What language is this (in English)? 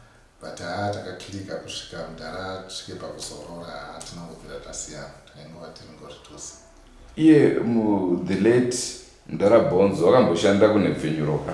Shona